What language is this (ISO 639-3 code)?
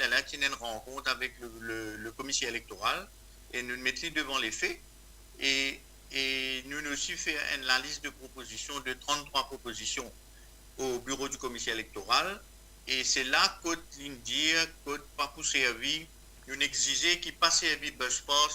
mfe